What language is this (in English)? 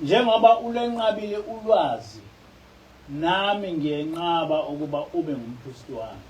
Zulu